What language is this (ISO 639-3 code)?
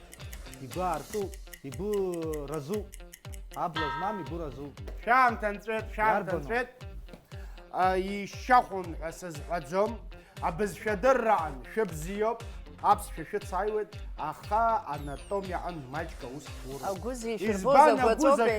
abk